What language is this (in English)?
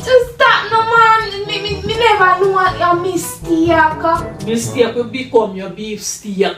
Jamaican Creole English